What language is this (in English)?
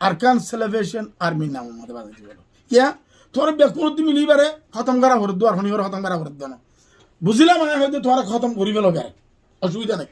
Rohingya